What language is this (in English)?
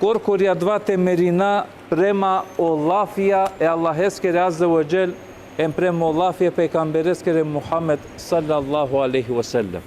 Balkan Romani